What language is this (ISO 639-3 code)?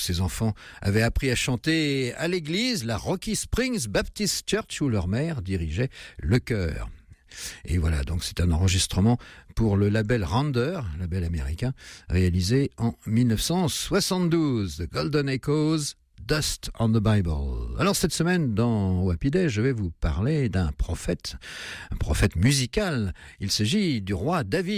fra